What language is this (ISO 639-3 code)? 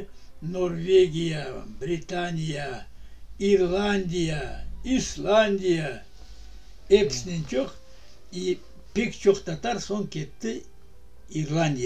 crh